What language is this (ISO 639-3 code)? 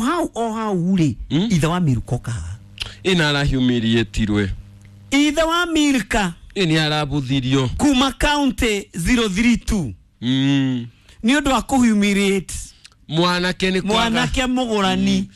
kik